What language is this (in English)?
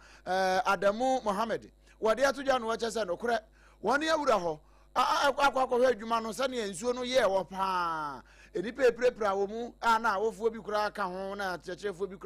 Akan